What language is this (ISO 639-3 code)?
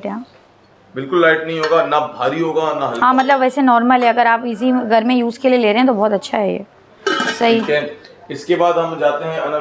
hin